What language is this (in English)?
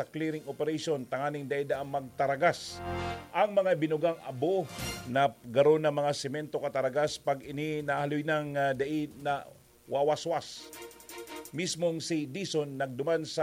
Bikol